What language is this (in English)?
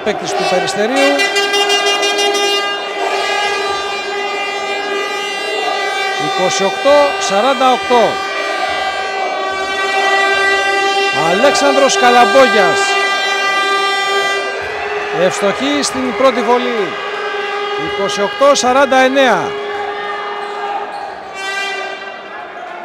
Greek